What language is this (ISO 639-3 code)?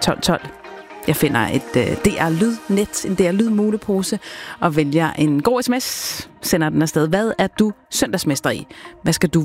dan